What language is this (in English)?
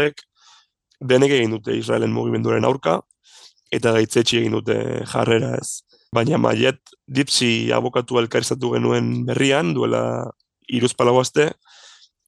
Basque